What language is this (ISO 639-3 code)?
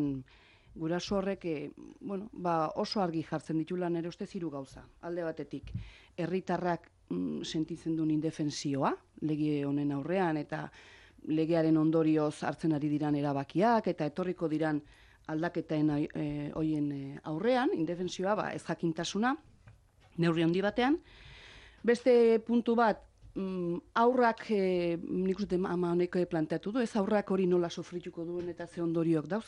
eus